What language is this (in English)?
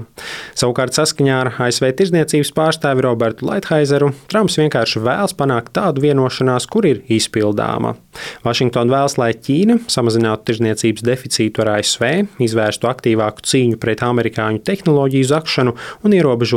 Latvian